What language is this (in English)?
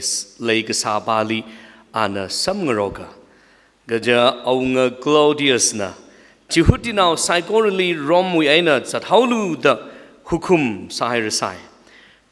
Tangkhul Naga (India)